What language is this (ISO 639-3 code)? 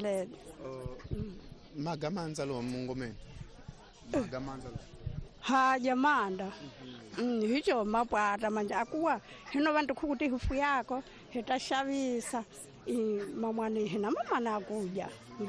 tso